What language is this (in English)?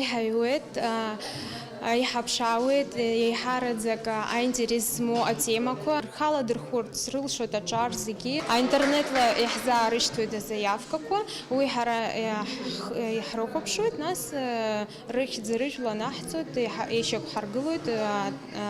Abkhazian